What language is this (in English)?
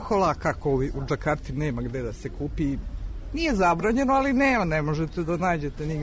Serbian